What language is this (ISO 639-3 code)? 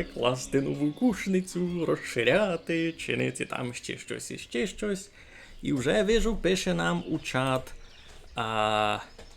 rue